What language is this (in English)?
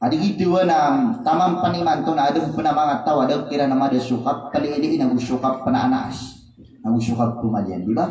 Maranao